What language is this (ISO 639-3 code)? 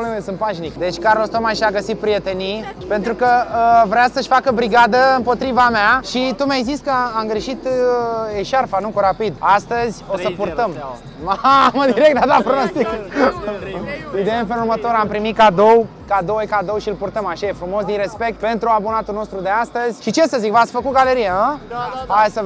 ron